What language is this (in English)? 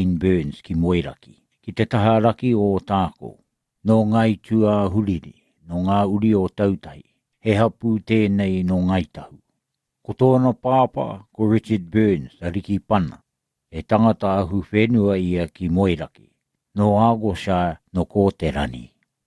Māori